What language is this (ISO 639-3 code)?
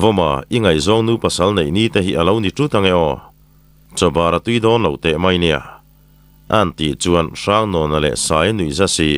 lus